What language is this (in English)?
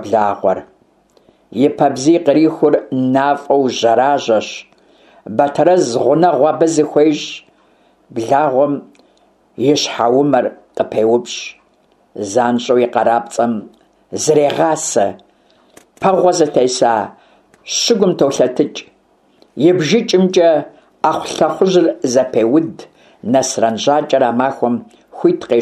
Kabardian